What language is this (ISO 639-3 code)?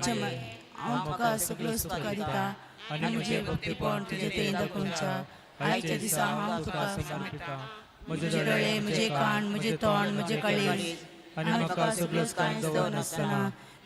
kok